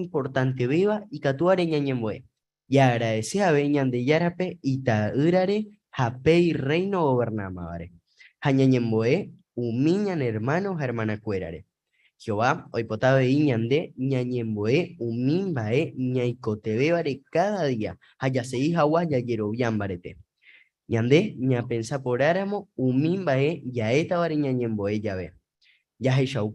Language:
Guarani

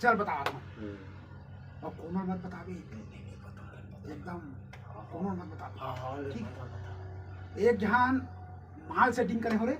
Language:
Chhattisgarhi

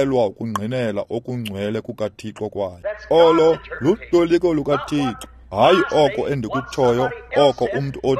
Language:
Xhosa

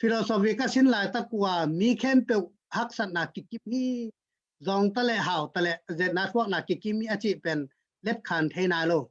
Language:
Tedim Chin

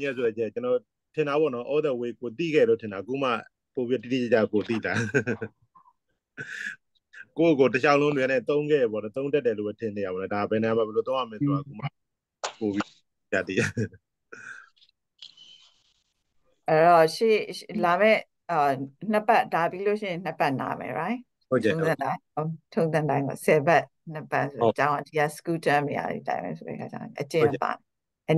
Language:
Burmese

